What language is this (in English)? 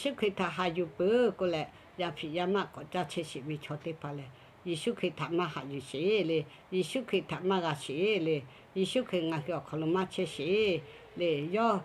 Lahu